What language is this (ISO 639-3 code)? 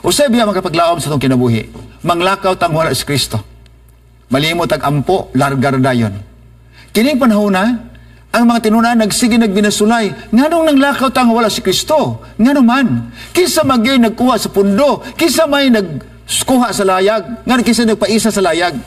ceb